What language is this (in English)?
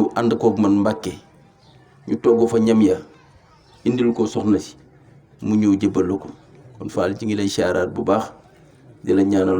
Wolof